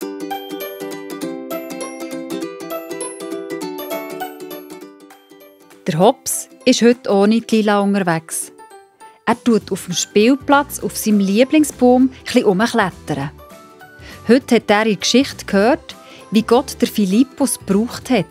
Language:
Swiss German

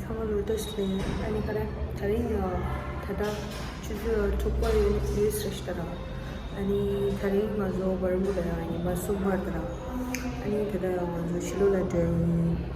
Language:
Tibetan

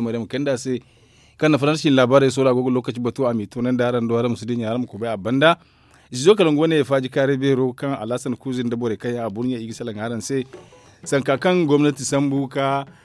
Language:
Zarma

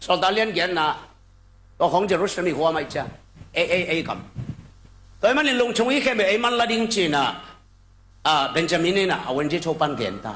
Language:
Tedim Chin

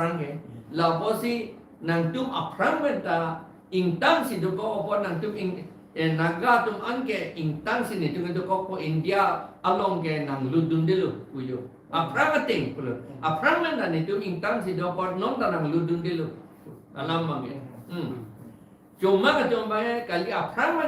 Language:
Karbi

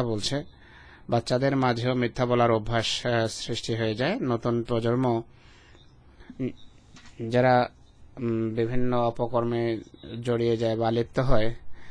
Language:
Bangla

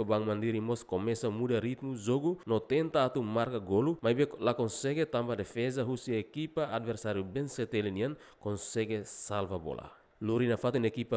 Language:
Tetum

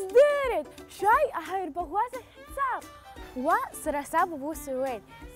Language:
Abkhazian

